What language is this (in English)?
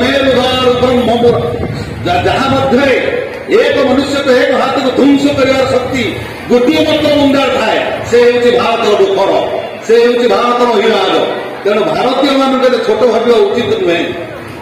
Odia